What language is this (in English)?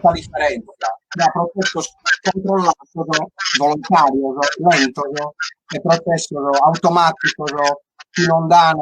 Sardinian